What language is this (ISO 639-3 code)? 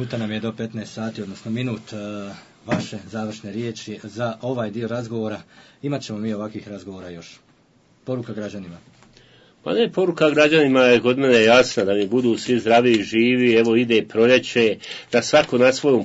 bos